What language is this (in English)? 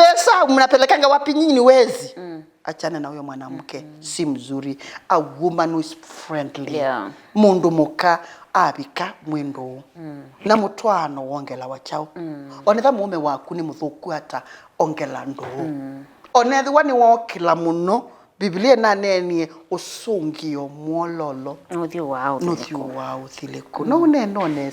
Kamba